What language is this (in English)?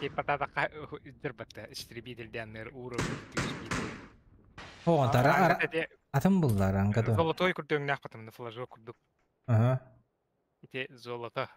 Yakut